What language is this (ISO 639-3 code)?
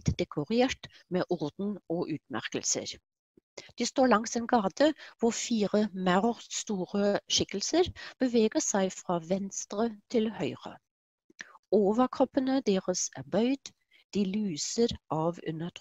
nor